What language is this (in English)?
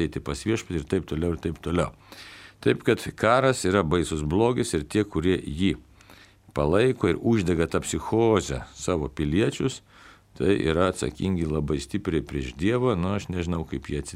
Lithuanian